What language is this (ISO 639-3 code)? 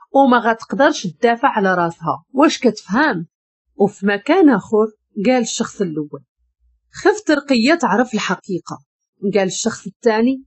ary